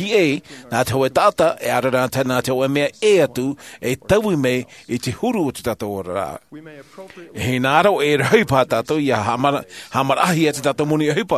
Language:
Tahitian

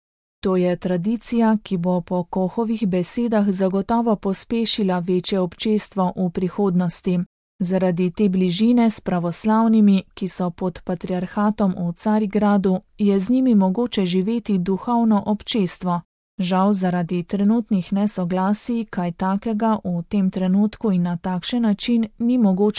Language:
Slovenian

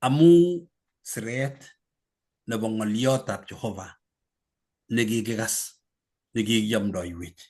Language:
Kalenjin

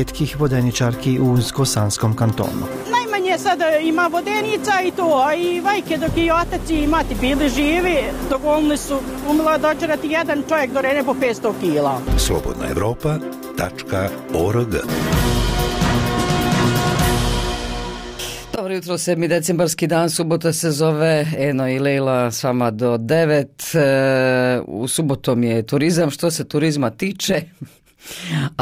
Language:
Bosnian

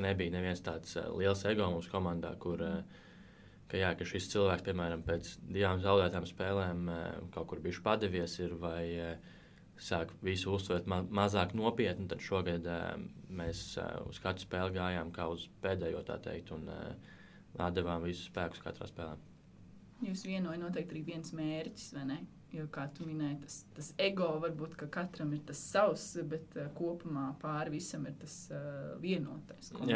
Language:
Latvian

